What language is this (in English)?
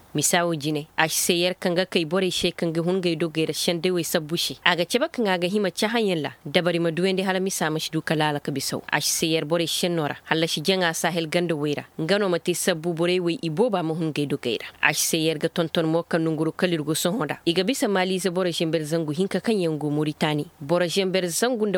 Zarma